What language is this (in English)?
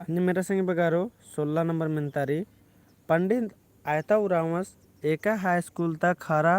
Kurukh